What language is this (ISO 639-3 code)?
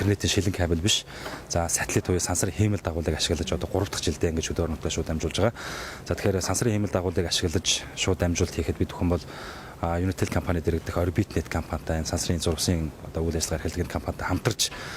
mon